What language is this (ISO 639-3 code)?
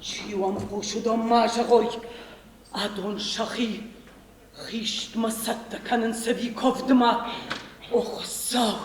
oss